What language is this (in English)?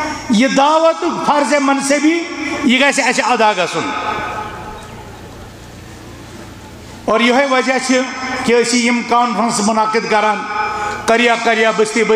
Kashmiri